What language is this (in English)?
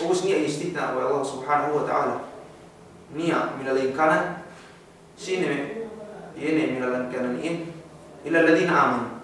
Yakan